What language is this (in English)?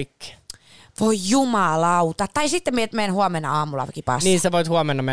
Finnish